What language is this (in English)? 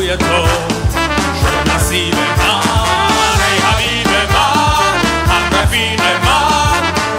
Persian